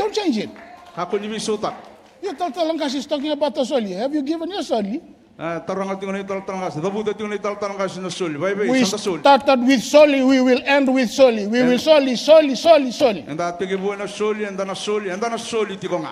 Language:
Fijian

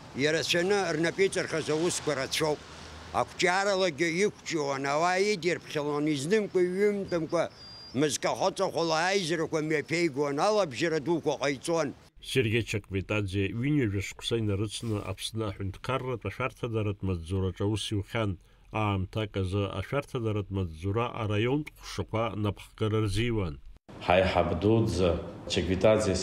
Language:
Abkhazian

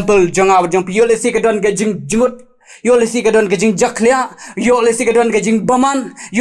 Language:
Khasi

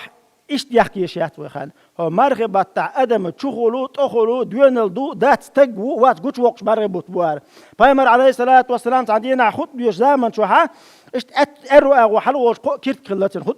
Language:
Chechen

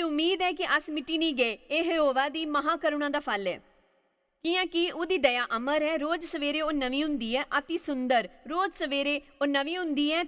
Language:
Dogri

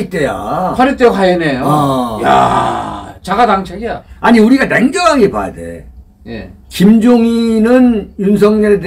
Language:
Korean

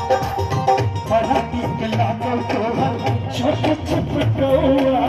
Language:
Maithili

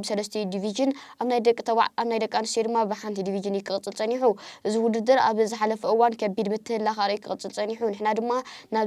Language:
Tigrinya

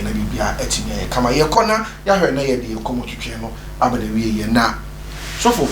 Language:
Akan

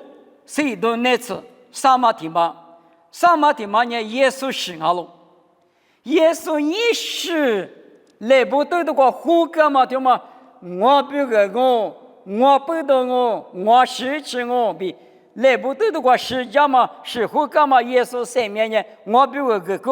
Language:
Lisu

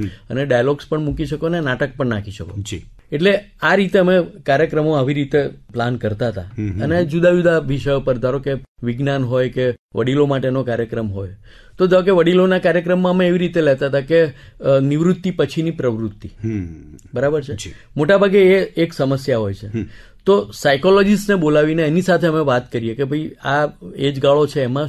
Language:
Gujarati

